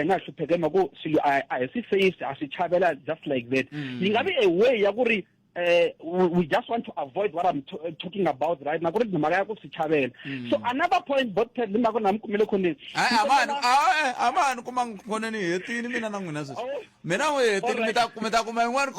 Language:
Tsonga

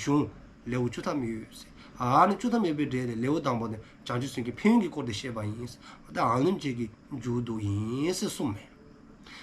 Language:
Dzongkha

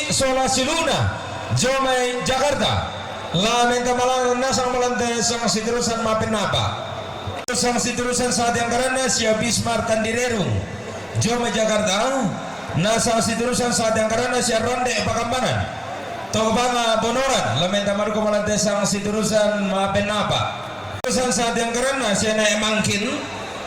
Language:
Toraja-Sa'dan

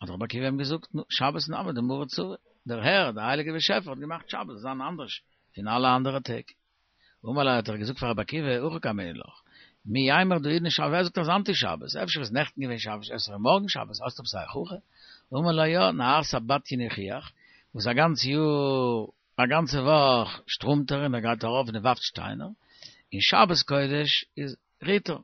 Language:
Yiddish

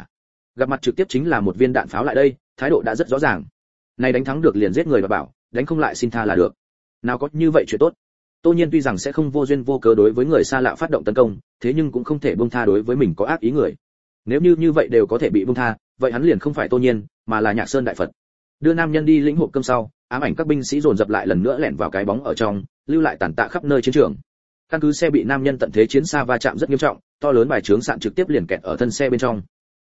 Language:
Vietnamese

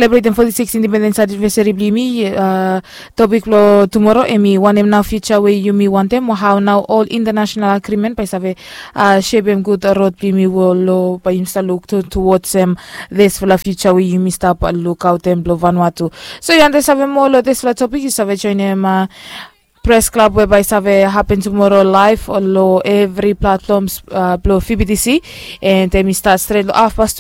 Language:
Bislama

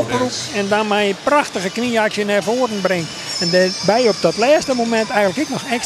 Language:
Western Frisian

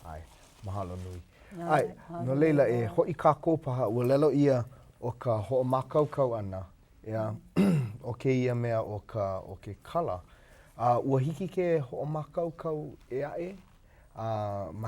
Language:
Hawaiian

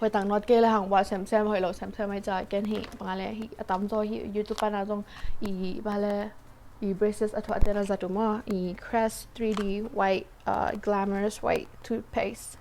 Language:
Tedim Chin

